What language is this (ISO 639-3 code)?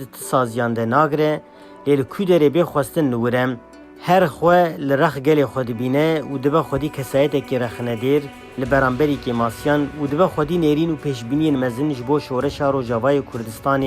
kur